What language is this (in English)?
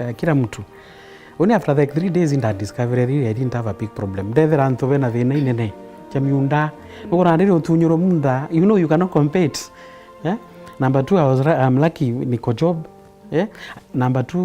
Meru